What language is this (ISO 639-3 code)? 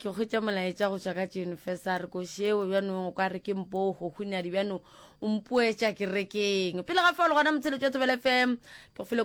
nso